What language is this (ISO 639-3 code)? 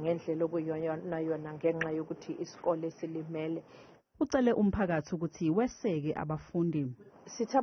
zul